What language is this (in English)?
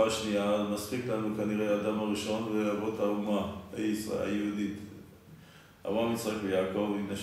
Hebrew